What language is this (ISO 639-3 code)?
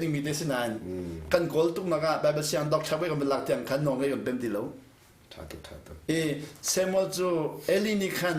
cnh